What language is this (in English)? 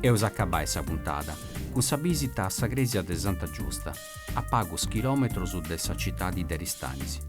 Sardinian